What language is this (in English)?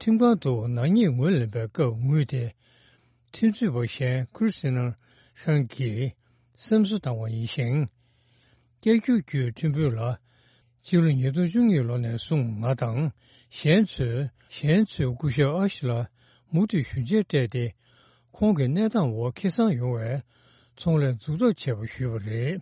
Tibetan